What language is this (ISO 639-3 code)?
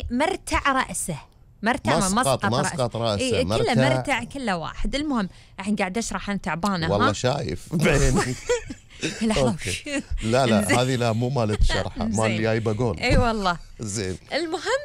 afb